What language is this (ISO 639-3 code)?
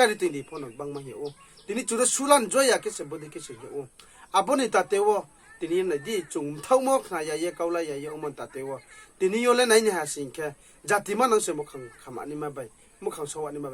ria